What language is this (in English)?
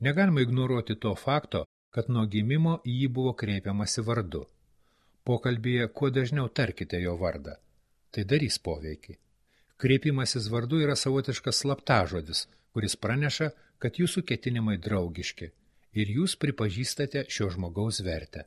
Lithuanian